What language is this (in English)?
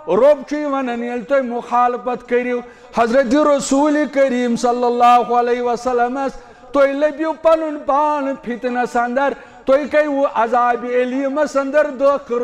Kashmiri